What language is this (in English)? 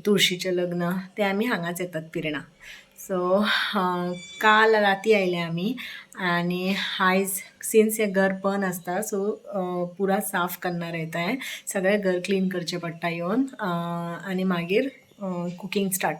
Konkani